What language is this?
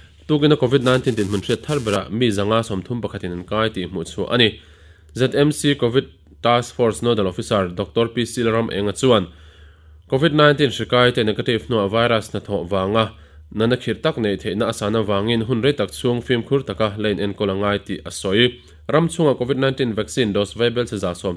Mizo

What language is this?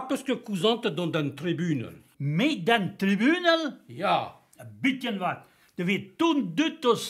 Breton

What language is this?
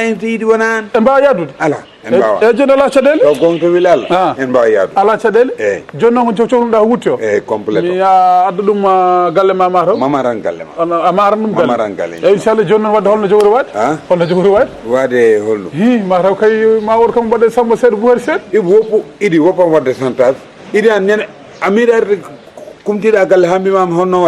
Fula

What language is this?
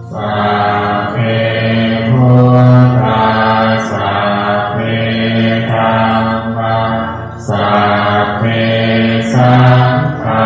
Pali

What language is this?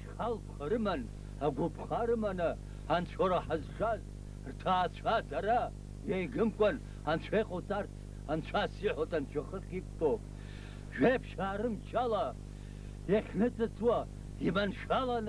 Abkhazian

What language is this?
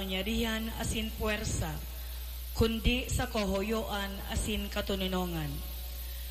Bikol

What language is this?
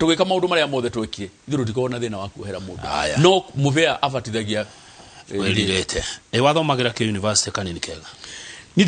Kikuyu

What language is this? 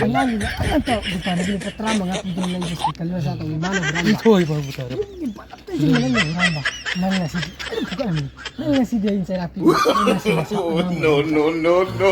Manipuri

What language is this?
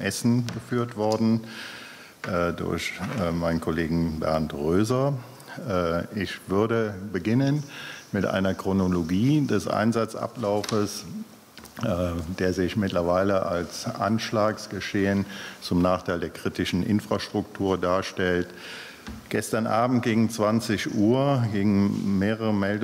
German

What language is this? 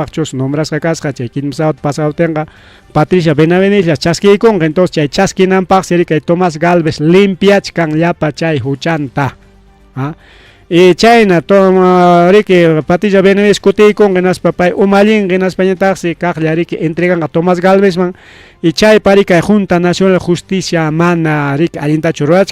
Ayacucho Quechua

